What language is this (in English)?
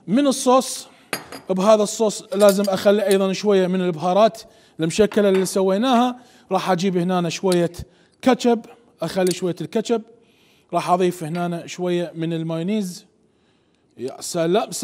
Mesopotamian Arabic